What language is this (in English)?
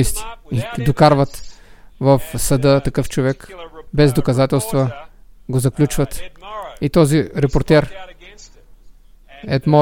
Bulgarian